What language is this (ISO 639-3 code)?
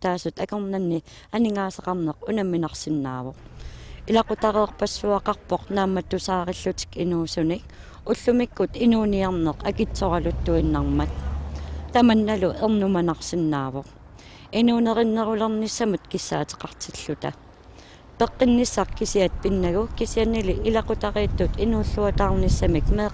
kal